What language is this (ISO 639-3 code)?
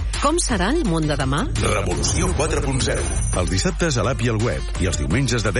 cat